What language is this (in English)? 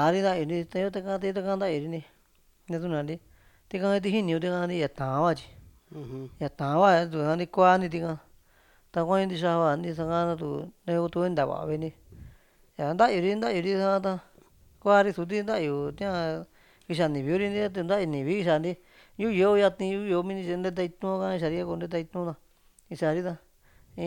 Latvian